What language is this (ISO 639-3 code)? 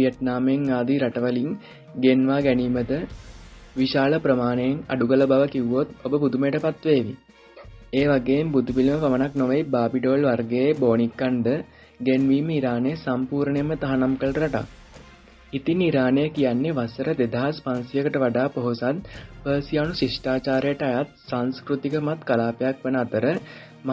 sin